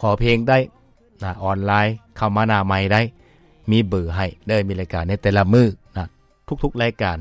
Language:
Lao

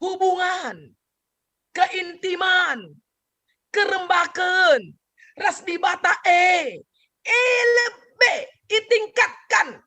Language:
Batak Karo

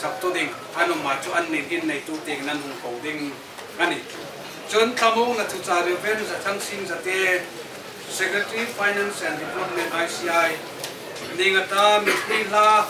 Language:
Hmar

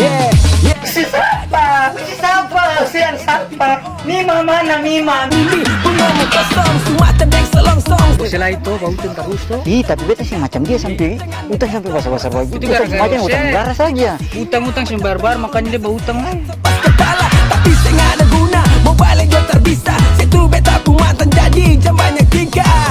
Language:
Ambonese Malay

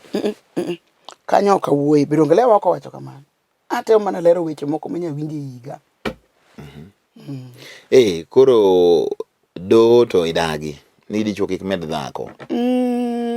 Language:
Luo (Kenya and Tanzania)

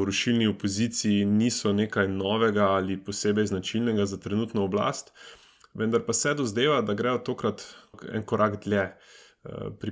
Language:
Slovenian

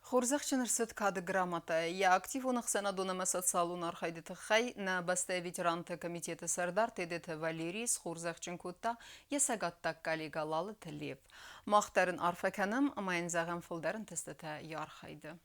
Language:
Ossetic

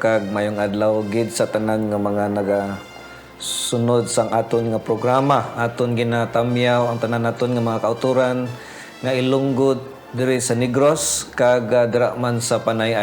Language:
Hiligaynon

